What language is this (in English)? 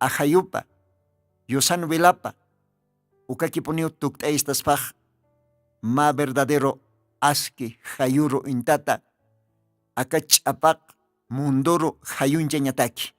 Aymara